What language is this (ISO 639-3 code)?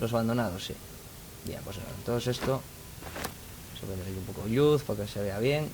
ast